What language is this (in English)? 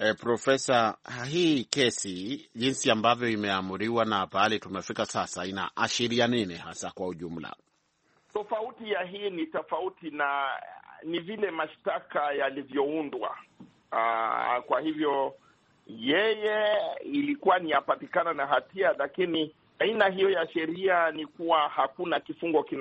Swahili